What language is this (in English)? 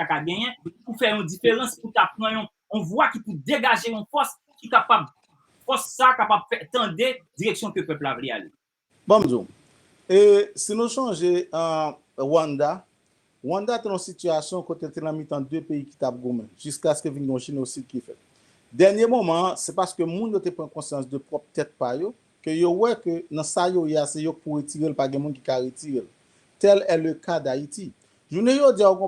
Haitian Creole